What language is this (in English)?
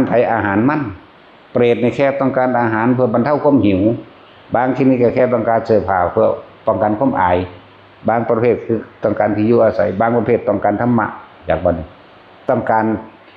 Northeastern Thai